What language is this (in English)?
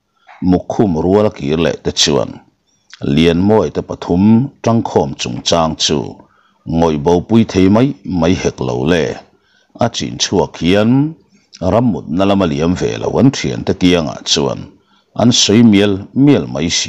Mizo